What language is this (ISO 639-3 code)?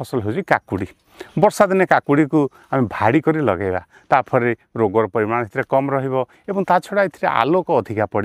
ori